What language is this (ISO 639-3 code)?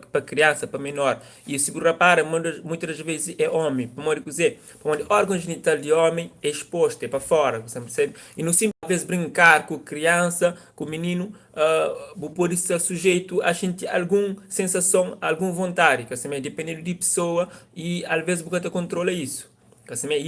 kea